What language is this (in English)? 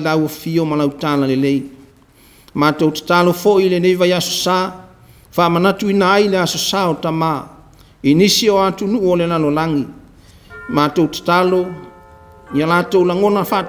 Samoan